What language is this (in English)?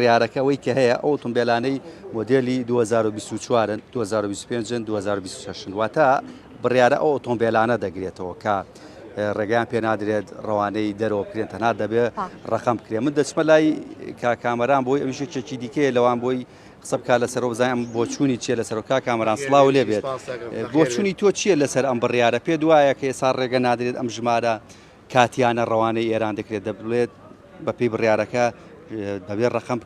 Central Kurdish